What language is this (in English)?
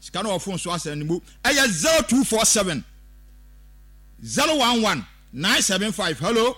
Akan